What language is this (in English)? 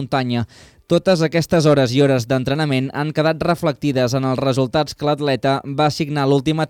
Catalan